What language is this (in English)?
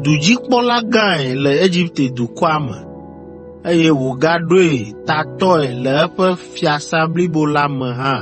Ewe